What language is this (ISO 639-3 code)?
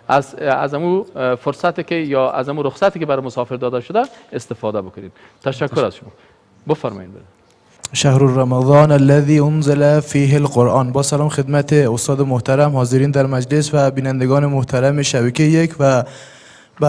fas